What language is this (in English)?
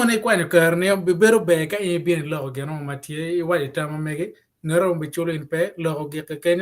Acoli